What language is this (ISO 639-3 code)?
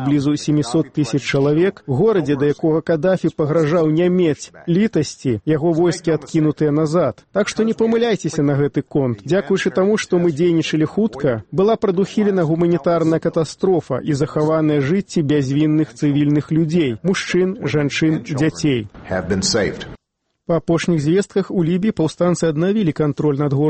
bel